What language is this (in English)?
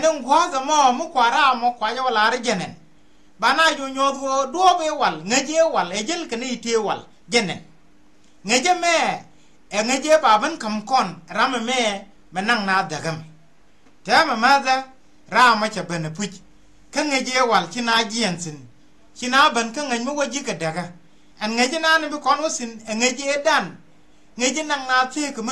Nuer